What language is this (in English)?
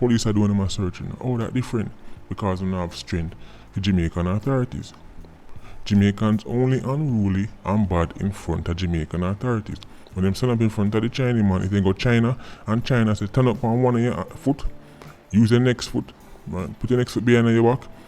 Jamaican Creole English